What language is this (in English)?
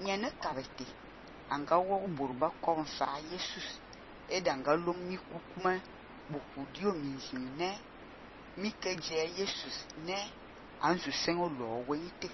Fang